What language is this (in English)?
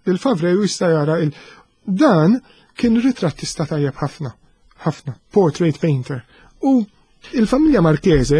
Maltese